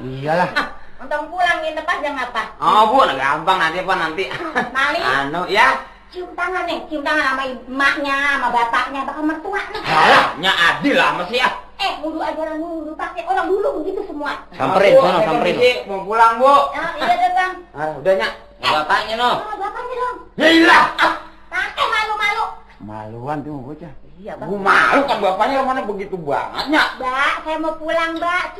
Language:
Betawi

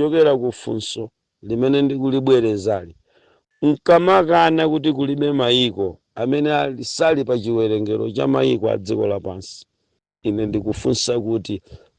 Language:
Nyanja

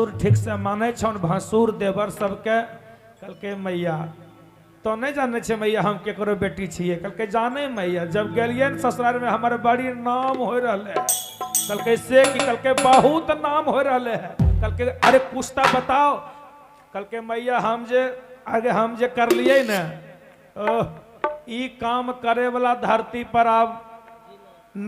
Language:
Magahi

